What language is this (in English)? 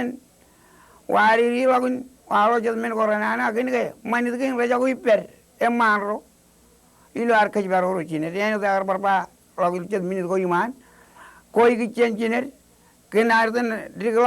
Marshallese